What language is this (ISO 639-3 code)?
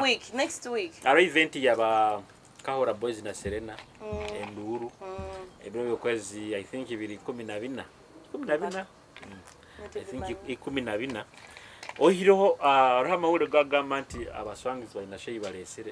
nyo